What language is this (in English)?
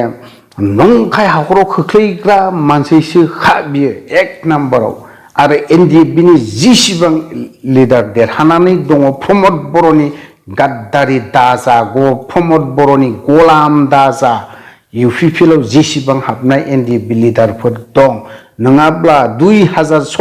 Bodo